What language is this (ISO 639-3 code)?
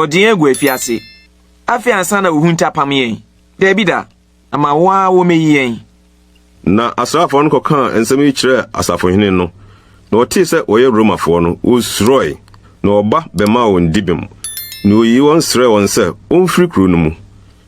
aka